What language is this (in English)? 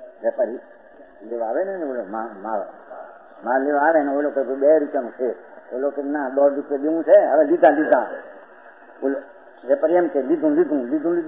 Gujarati